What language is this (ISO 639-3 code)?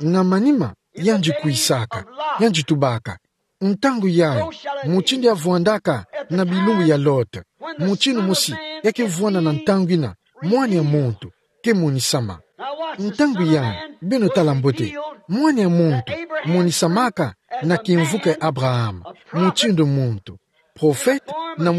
ktu